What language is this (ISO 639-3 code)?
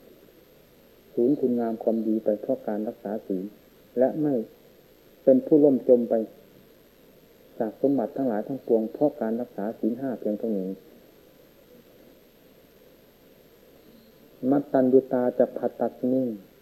tha